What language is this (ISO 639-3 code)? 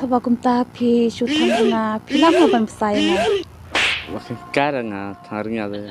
kha